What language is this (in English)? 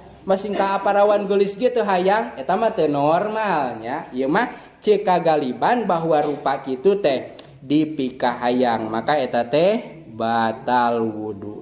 Sundanese